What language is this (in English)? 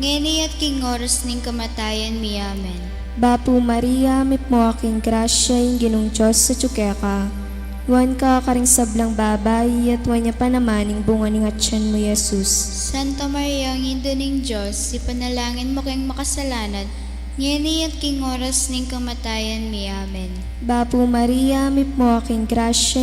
Pampanga